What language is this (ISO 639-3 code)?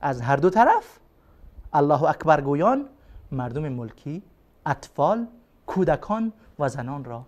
fas